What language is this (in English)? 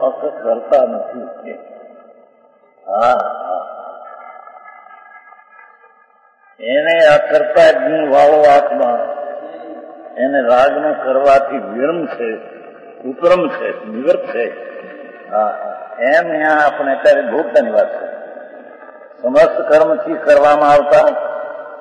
Gujarati